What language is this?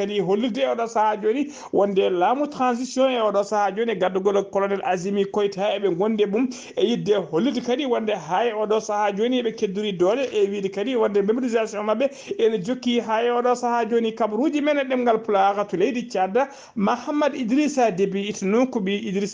Fula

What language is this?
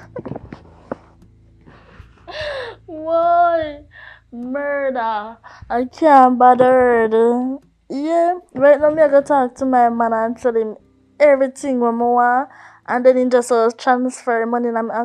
Jamaican Creole English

